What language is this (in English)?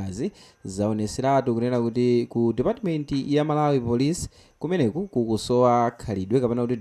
Nyanja